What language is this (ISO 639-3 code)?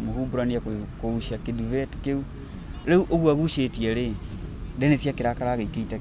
kik